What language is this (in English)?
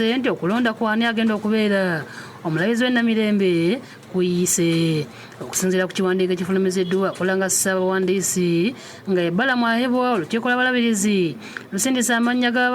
Ganda